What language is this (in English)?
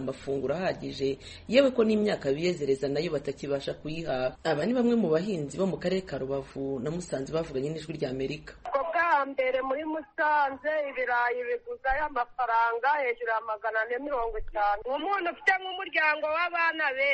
Kinyarwanda